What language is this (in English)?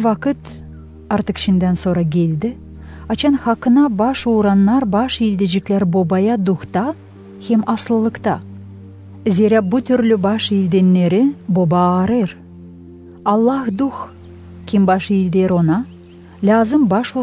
Gagauz